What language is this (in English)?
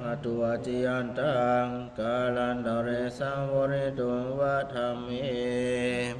Pali